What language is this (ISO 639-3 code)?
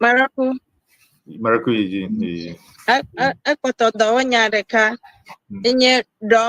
ewe